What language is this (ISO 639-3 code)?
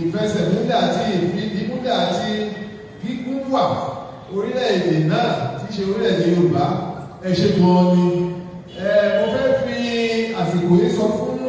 yor